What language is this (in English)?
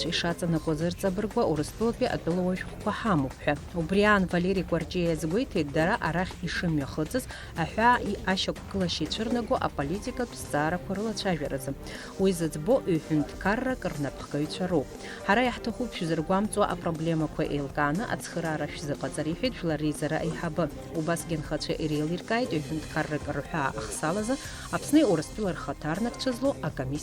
Abkhazian